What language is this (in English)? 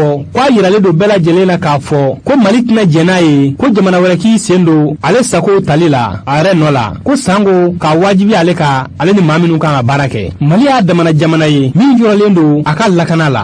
Bambara